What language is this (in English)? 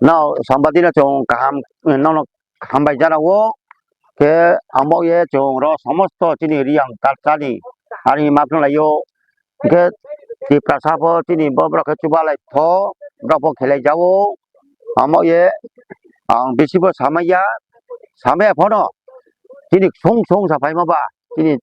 Riang (India)